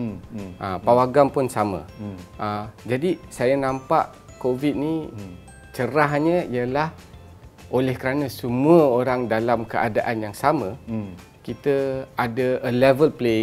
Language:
Malay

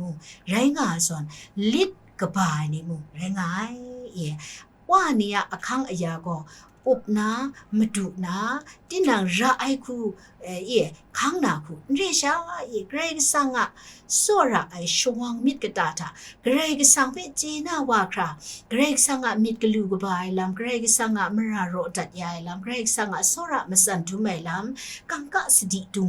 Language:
Kachin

